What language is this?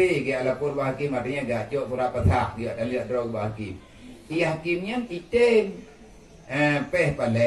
Achinese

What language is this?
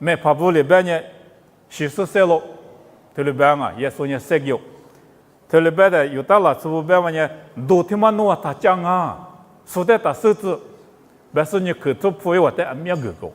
Lisu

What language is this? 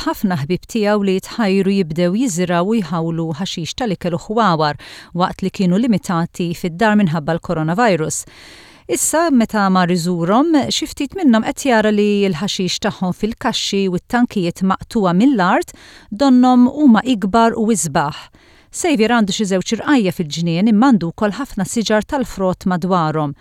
Maltese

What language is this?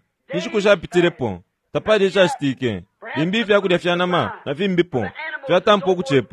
Bemba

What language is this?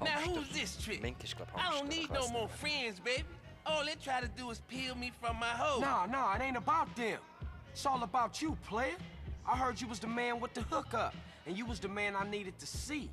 Swiss German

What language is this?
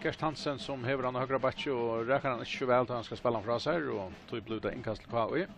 Faroese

